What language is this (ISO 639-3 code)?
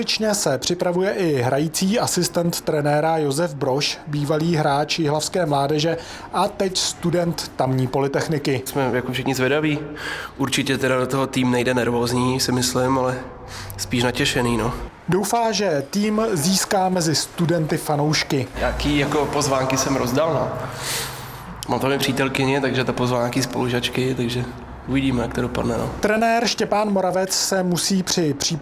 ces